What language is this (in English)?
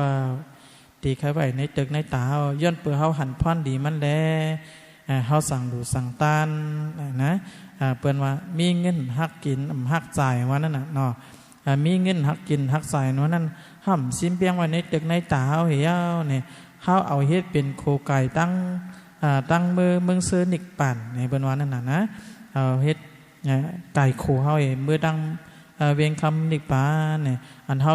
Shan